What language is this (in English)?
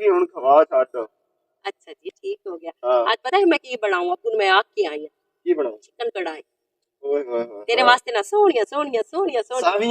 Western Panjabi